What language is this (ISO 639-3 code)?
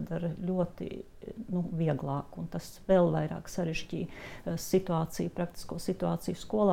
lav